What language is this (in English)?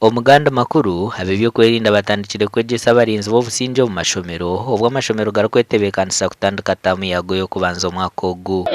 Nyankole